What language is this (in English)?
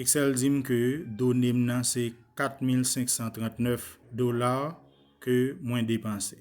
Haitian Creole